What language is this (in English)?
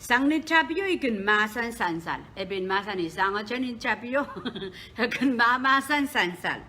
Pohnpeian